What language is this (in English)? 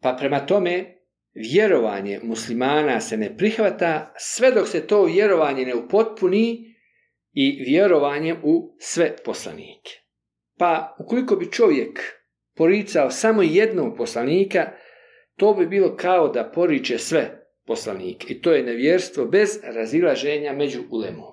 Bosnian